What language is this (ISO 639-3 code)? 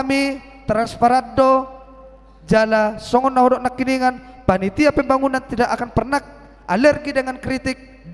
bbc